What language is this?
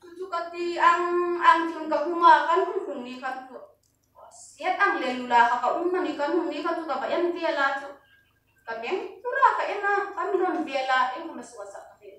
Hmar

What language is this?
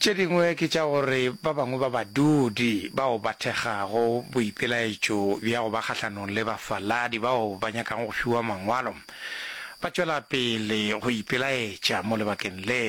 Northern Sotho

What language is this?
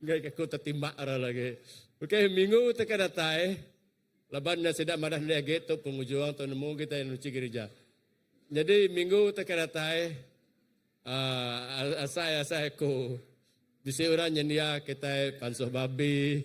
Iban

